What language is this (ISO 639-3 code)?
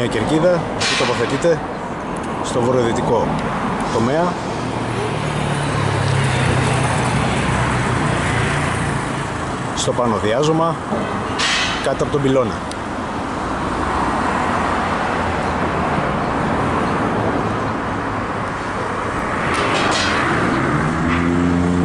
ell